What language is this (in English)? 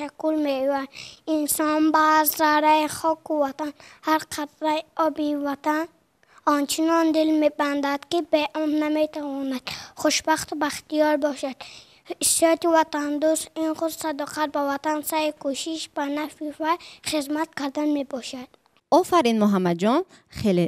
Tajik